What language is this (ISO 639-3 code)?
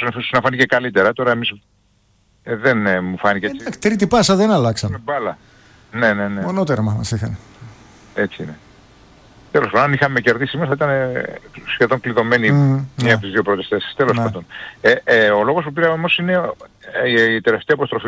ell